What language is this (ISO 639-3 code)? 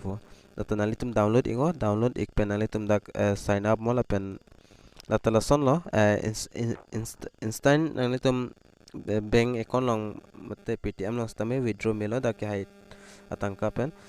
mjw